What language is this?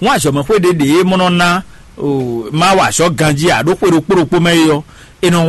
Fon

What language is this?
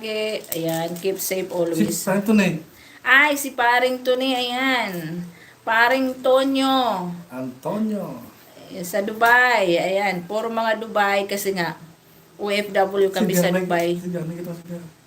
Waray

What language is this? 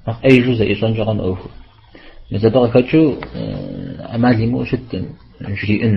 Kabardian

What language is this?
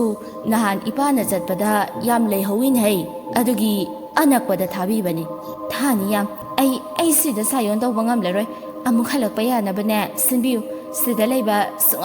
Manipuri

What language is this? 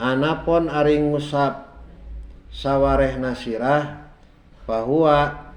Sundanese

